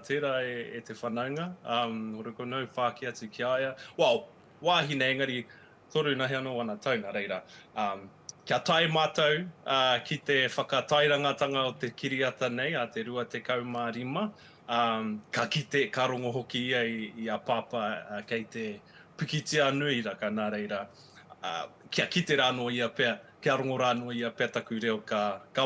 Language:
Māori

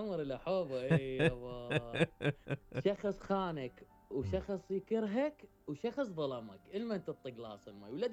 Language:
Mesopotamian Arabic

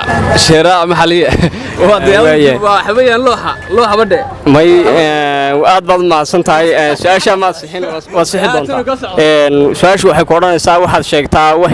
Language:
Somali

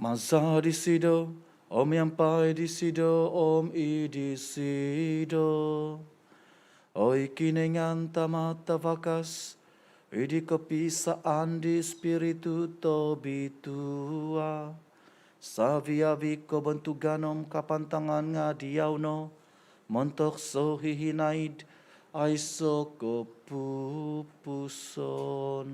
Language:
Central Dusun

